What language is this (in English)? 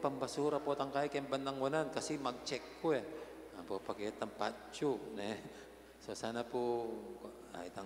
Pampanga